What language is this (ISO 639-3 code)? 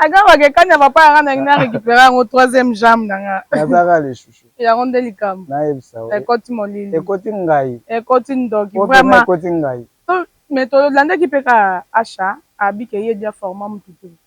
lin